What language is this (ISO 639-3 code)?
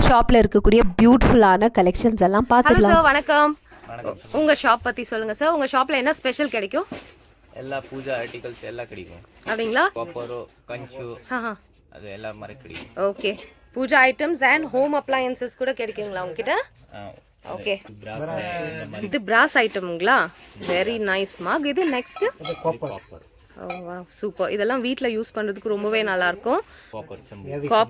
tam